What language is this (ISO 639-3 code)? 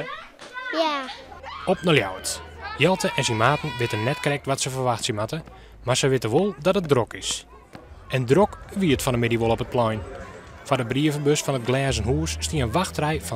fry